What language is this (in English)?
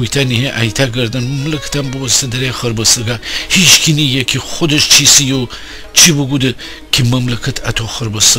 Gilaki